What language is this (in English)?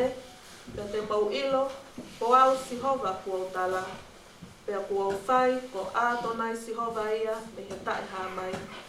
Tongan